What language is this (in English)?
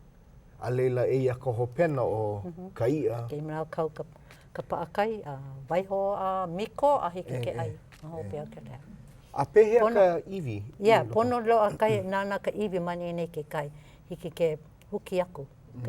Hawaiian